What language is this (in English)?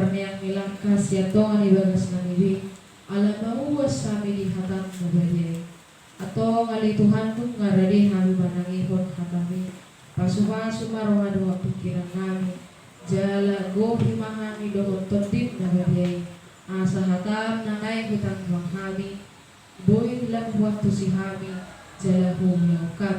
Batak Toba